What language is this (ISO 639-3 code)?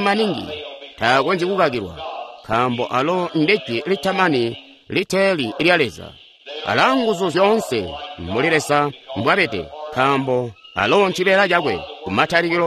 toi